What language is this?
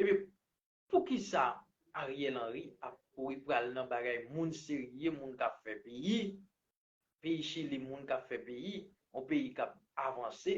Haitian Creole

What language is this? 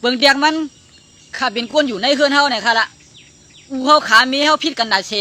Shan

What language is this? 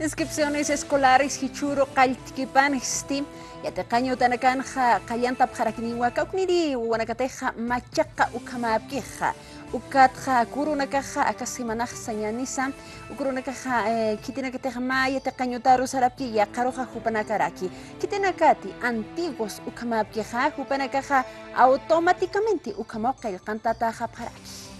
Aymara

